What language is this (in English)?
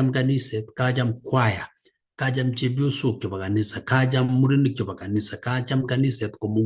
Kalenjin